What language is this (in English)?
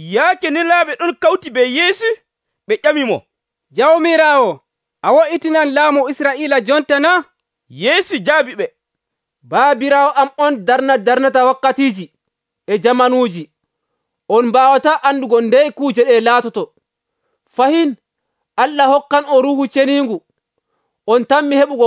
Nigerian Fulfulde